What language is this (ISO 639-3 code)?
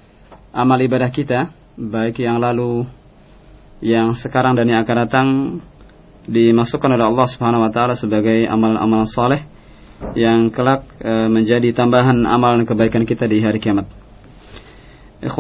ind